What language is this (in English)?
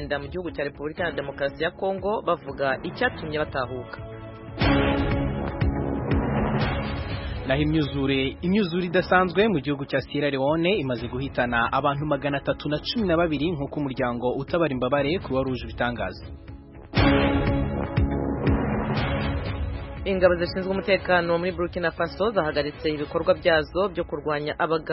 Kinyarwanda